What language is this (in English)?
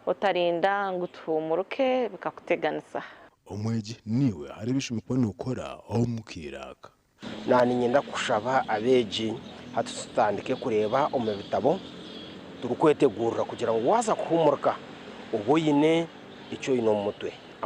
Nyankole